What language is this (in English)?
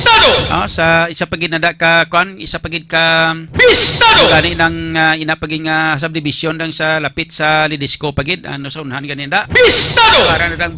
Hiligaynon